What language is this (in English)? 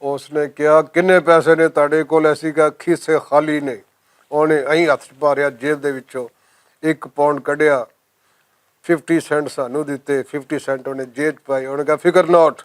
Western Panjabi